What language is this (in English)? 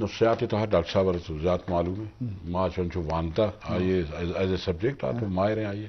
Eastern Balochi